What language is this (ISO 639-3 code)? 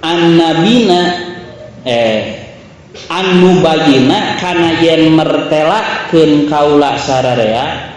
sun